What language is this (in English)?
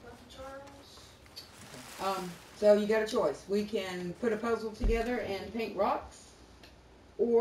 English